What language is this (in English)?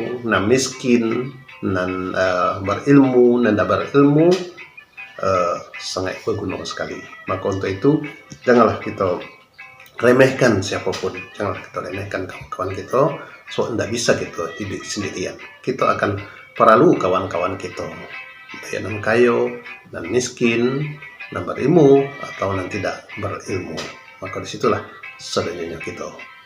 Minangkabau